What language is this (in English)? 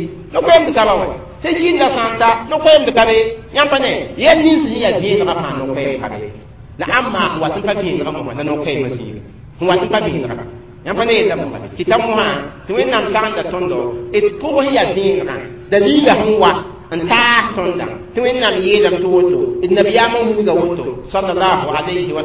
Mossi